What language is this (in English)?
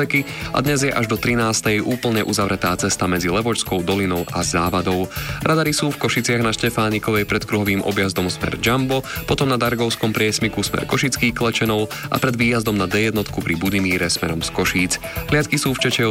Slovak